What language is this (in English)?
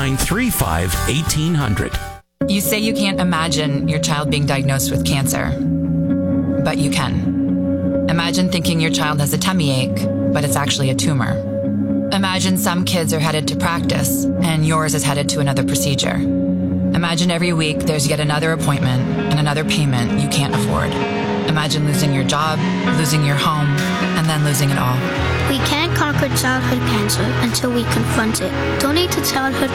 English